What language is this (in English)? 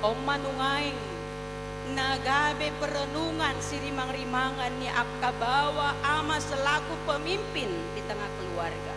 Batak Toba